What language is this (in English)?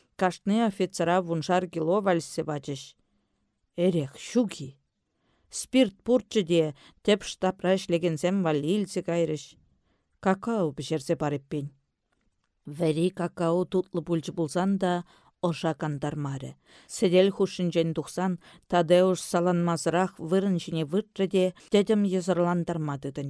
Chuvash